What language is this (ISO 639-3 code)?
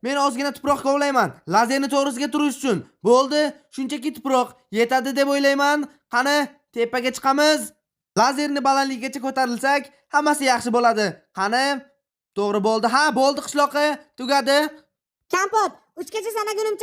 uzb